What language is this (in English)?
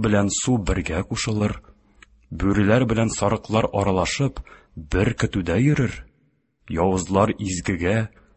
Tatar